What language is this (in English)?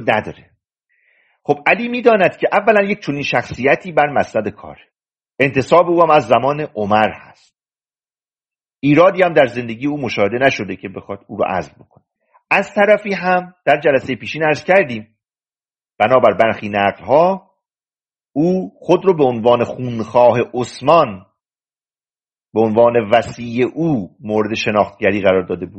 Persian